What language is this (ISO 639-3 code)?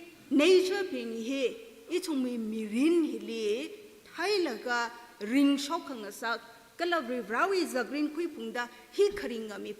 nmf